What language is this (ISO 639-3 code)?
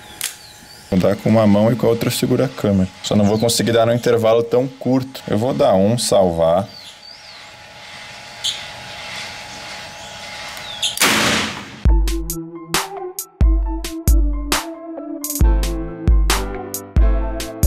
por